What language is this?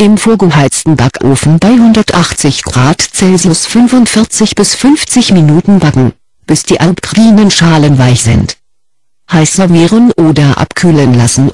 German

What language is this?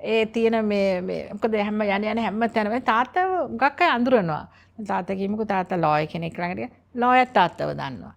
Sinhala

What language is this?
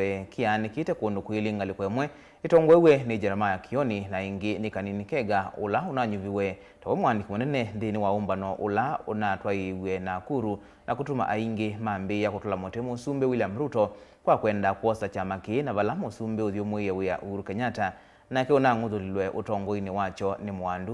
Kamba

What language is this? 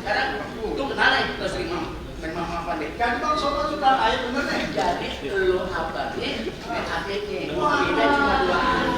Betawi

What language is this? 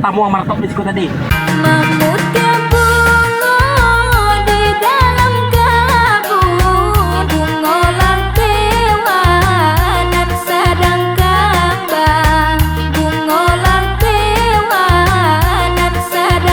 Minangkabau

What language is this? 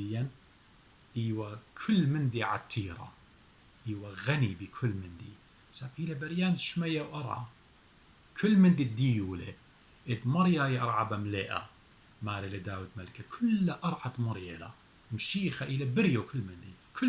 Assyrian Neo-Aramaic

